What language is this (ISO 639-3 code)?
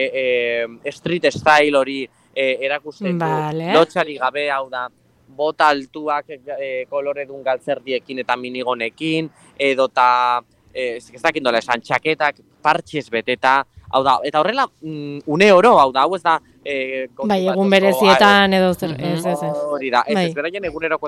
eus